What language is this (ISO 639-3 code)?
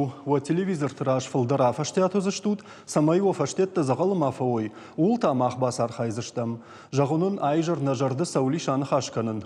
oss